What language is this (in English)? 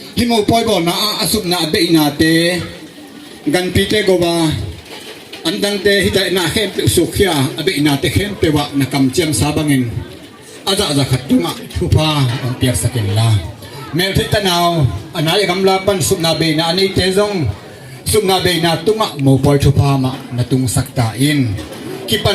Tedim Chin